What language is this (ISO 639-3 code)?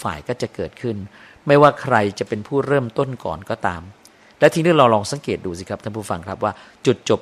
tha